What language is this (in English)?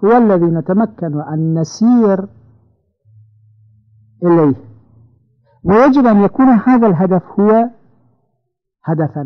Arabic